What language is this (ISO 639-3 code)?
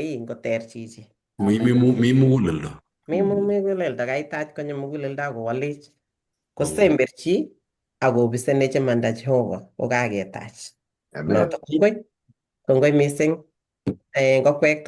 kln